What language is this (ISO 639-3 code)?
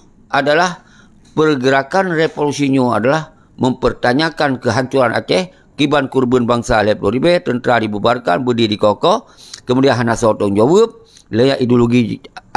ace